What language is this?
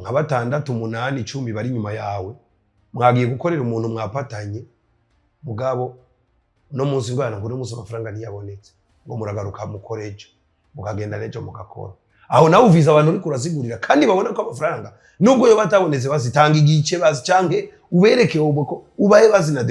Rundi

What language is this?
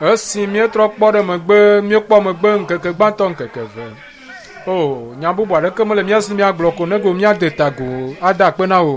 Ewe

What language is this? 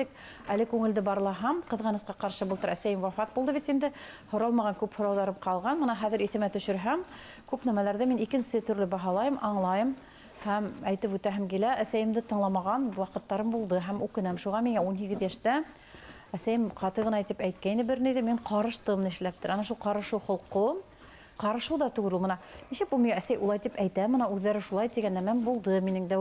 Bashkir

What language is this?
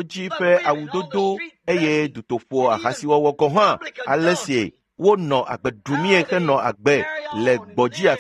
Ewe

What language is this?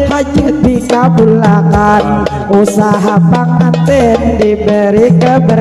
Banjar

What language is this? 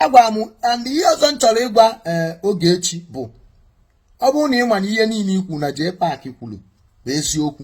Igbo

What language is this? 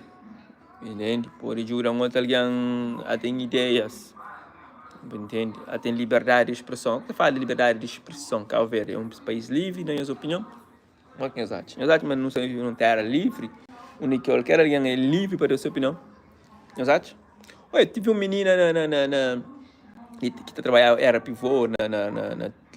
Kabuverdianu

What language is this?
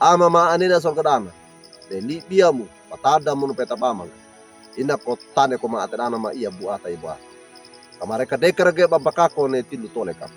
Wejewa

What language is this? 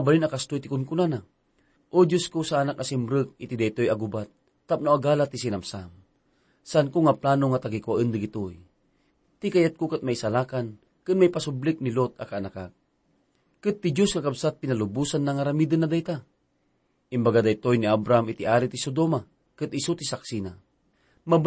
Iloko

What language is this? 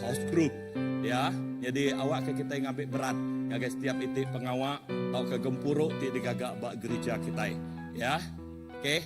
Iban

